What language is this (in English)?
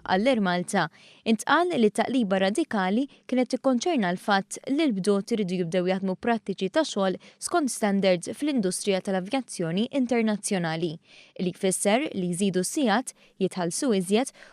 Maltese